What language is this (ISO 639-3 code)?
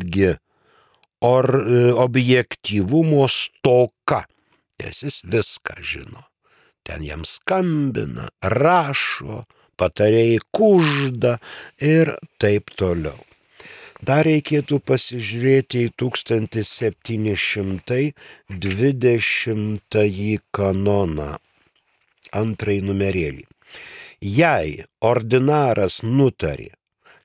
lit